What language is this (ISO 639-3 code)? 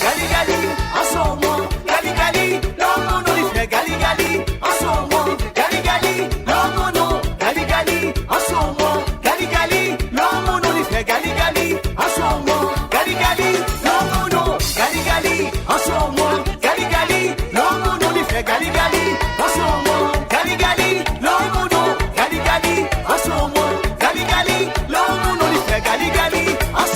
mfe